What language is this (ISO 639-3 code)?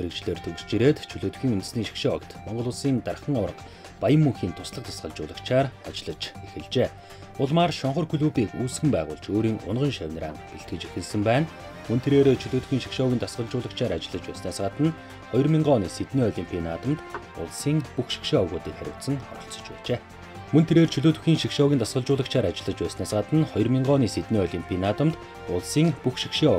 mon